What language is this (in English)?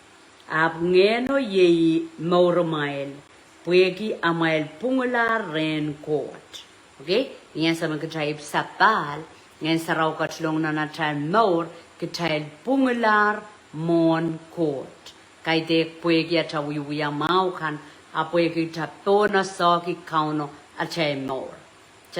Pohnpeian